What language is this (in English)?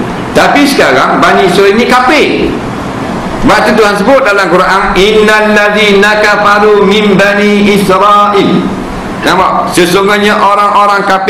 Malay